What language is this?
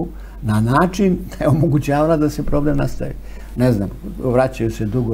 Serbian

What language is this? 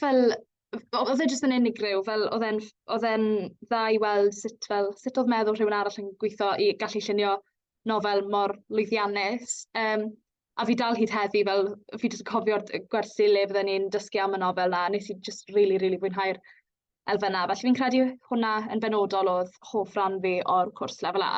Welsh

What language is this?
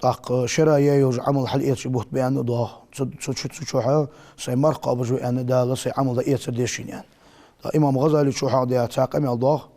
Ingush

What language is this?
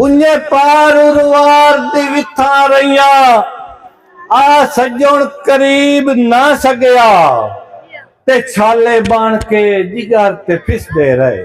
Saraiki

